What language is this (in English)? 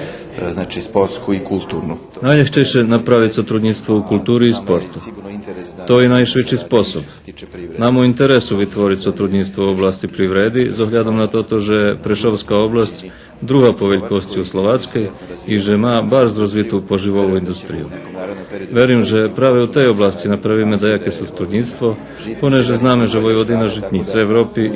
Rusyn